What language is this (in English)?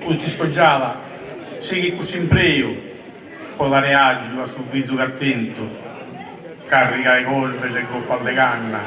Sardinian